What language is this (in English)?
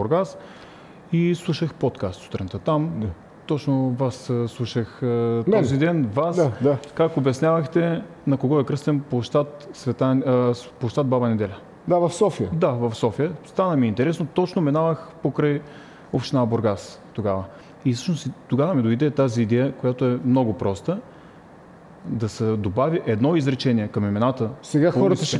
Bulgarian